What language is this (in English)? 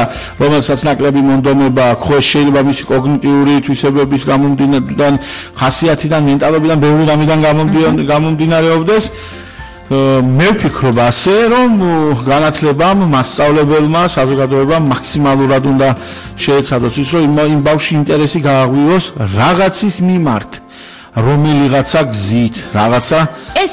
Georgian